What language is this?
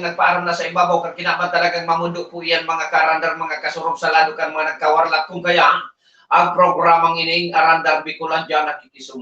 Bikol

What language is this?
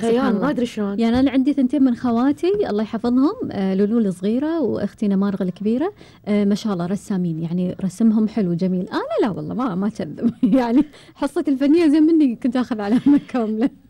Gulf Arabic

